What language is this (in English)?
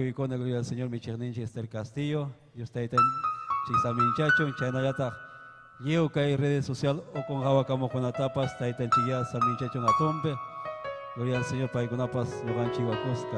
Ayacucho Quechua